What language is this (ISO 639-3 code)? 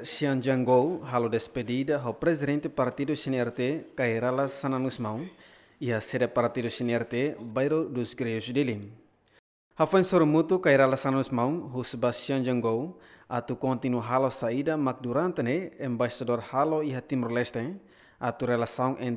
tet